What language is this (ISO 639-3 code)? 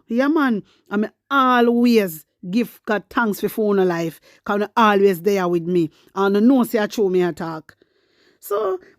jam